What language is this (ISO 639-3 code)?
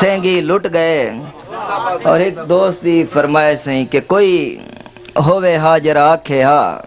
skr